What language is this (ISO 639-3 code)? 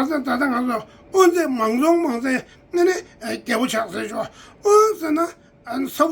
bod